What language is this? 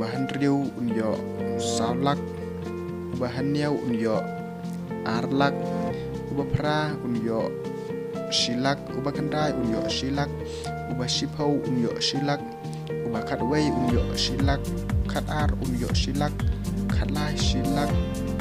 Khasi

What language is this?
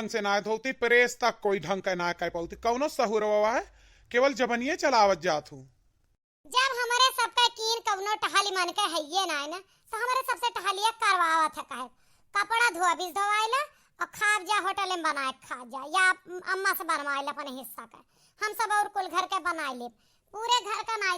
Awadhi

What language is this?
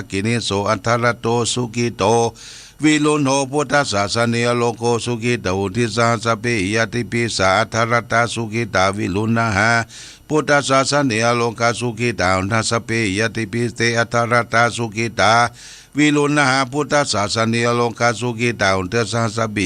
Pali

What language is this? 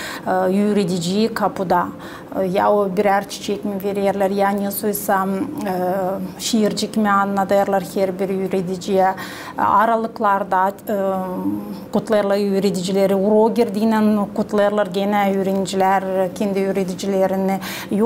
Gagauz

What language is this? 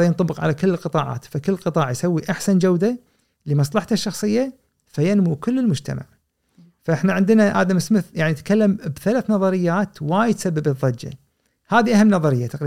Gulf Arabic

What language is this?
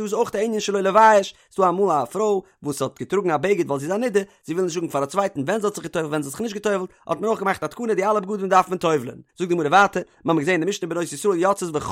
Yiddish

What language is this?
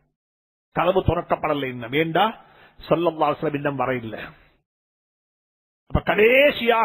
Tamil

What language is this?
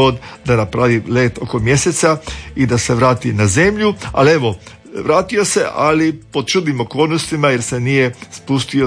Croatian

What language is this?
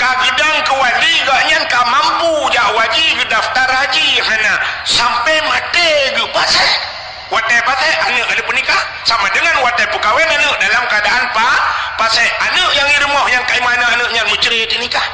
Achinese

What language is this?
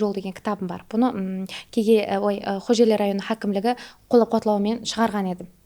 Kara-Kalpak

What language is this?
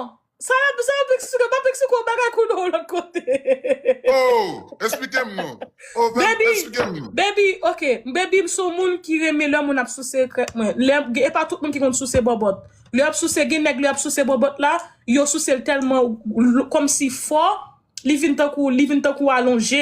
Haitian Creole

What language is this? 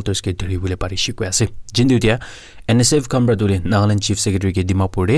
Naga Pidgin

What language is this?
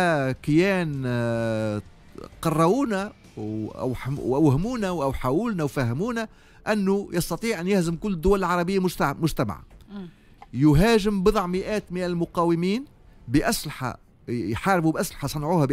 Tunisian Arabic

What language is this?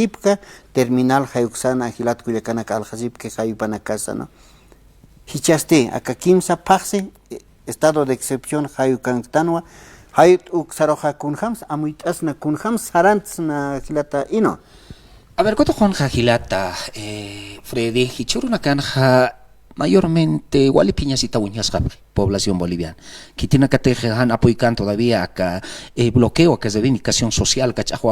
Aymara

